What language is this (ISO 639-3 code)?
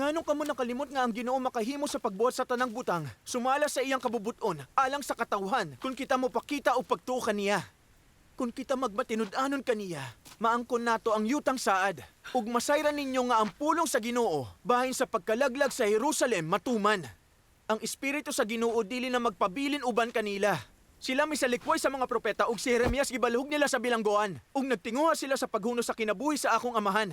ceb